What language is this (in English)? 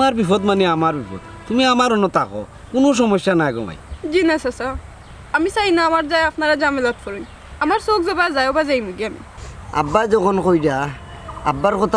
Sylheti